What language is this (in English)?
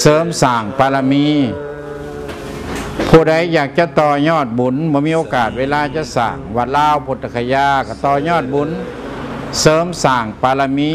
Lao